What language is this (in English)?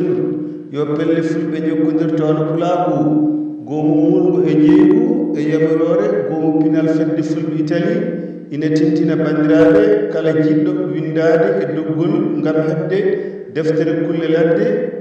Fula